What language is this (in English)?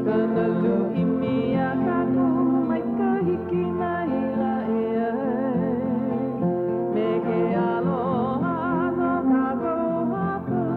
Hawaiian